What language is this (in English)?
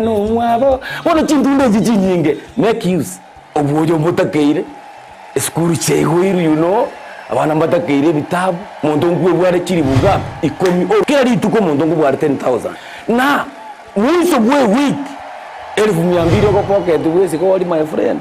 Gusii